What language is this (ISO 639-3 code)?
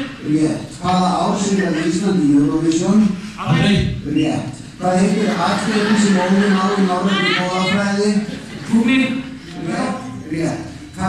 isl